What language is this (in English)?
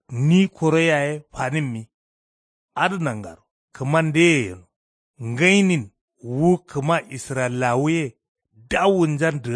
Kanuri